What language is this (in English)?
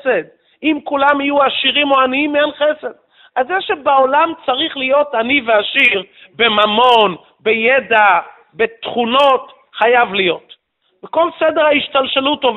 Hebrew